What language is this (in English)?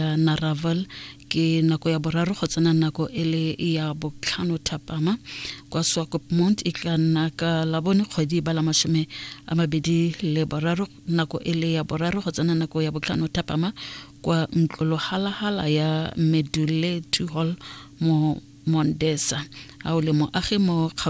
Tswana